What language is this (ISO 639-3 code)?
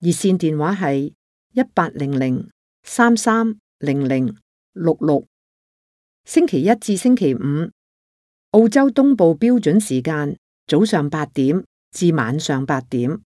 yue